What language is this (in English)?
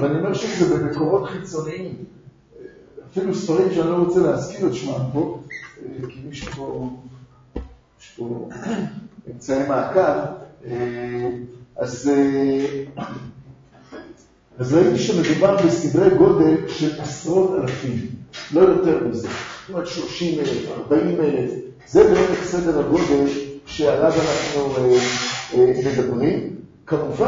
Hebrew